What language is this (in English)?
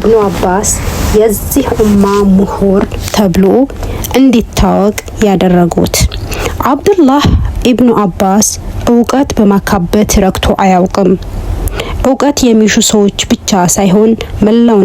Amharic